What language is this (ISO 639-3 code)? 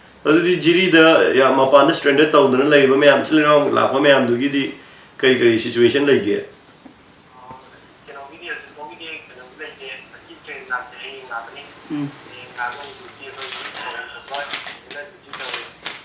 mni